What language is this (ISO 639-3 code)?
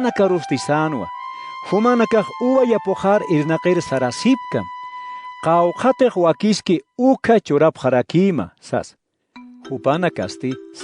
aym